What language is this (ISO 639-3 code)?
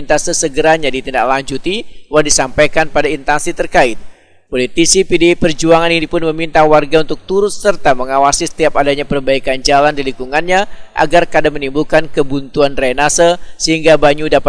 bjn